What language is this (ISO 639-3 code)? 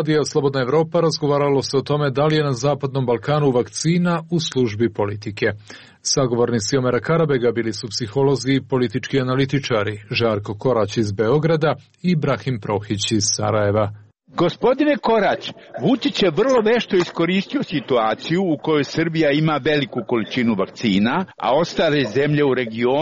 srp